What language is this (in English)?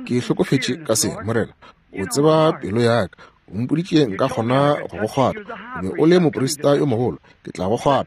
Northern Sotho